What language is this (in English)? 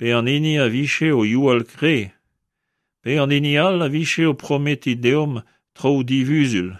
Breton